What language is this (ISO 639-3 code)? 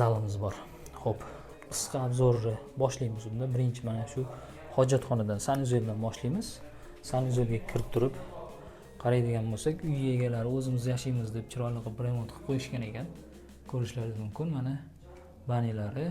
uzb